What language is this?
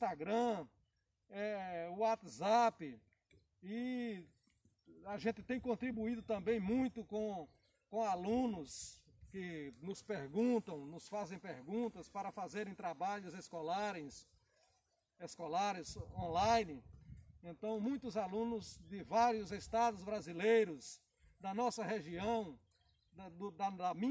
Portuguese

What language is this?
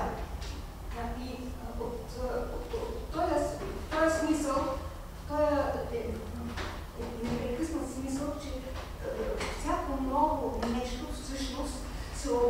Bulgarian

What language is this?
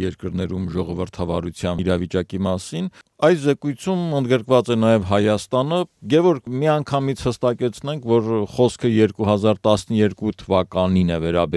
Armenian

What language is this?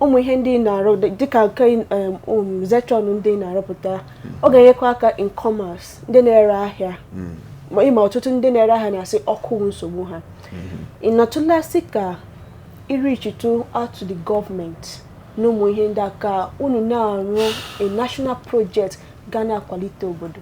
Igbo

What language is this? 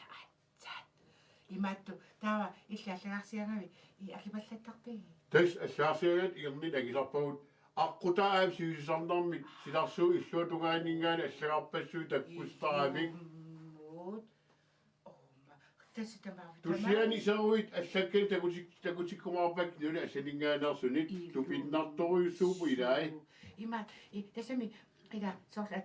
Kalaallisut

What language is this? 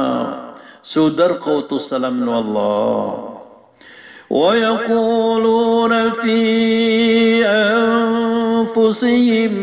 Maranao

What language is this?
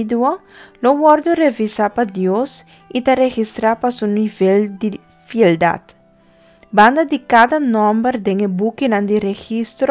Papiamento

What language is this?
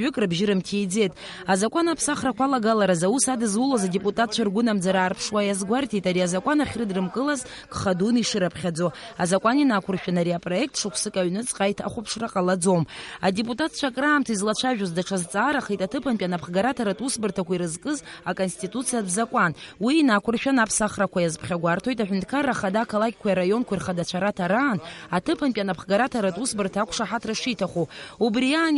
Abkhazian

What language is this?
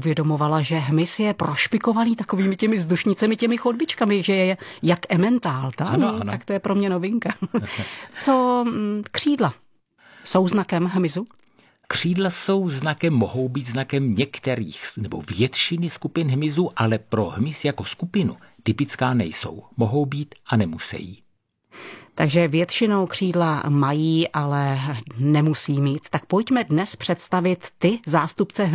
Czech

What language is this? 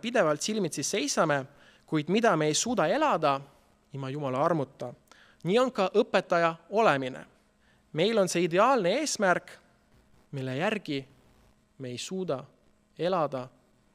Estonian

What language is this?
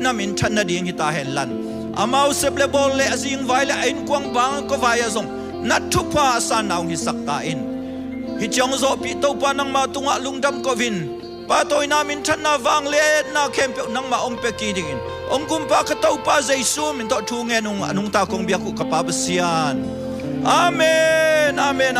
Tedim Chin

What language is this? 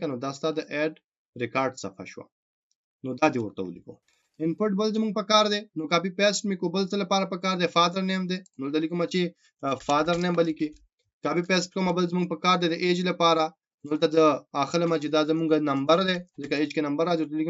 Pashto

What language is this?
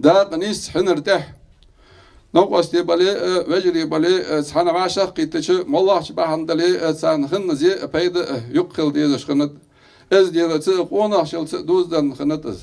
Ingush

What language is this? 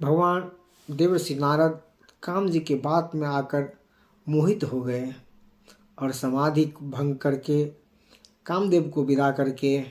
Maithili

